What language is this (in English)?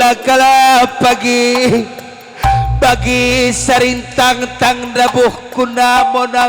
Batak Karo